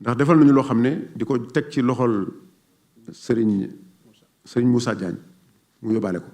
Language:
Wolof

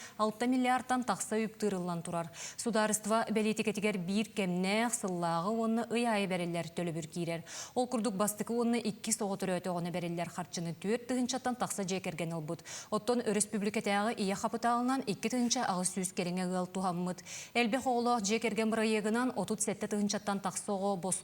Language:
Yakut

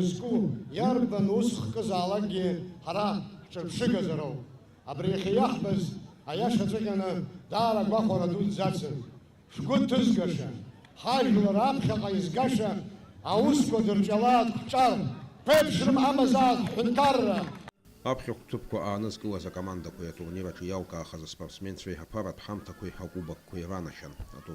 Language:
Abkhazian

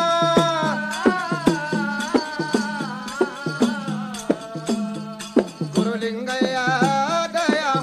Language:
Kannada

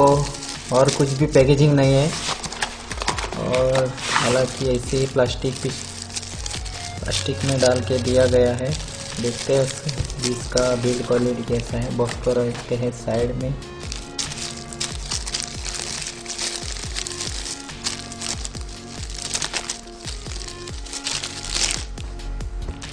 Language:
Hindi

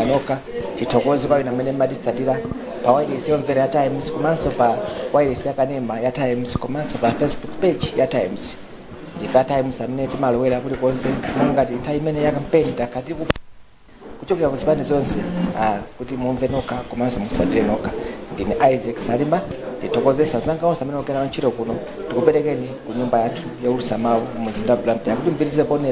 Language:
Nyanja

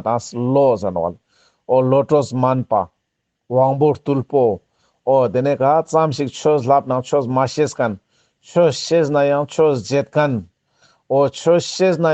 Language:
Ladakhi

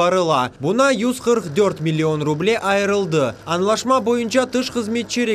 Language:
Crimean Tatar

